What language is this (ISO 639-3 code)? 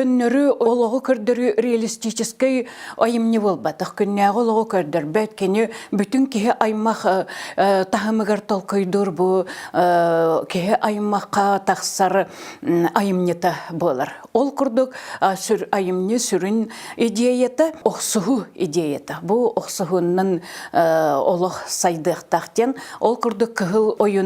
sah